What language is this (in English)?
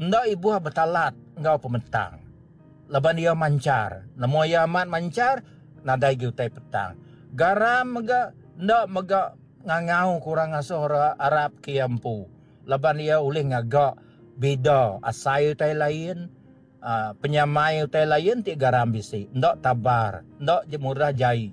Iban